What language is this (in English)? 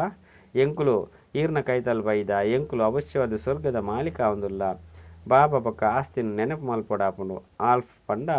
Tulu